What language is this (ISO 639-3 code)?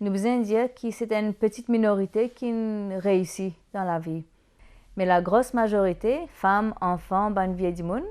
mfe